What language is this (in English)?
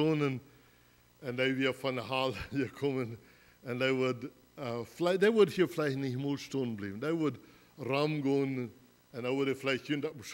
Plautdietsch